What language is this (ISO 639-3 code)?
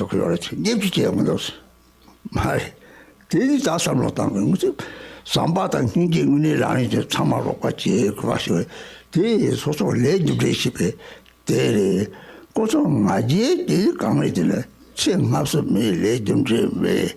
bod